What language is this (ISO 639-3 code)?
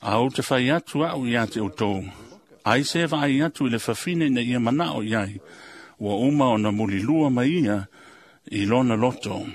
smo